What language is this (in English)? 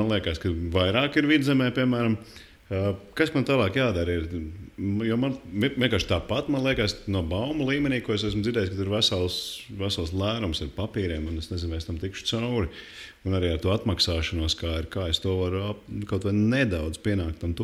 Latvian